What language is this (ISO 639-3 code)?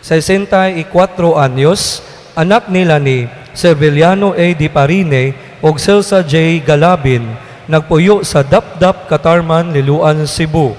ceb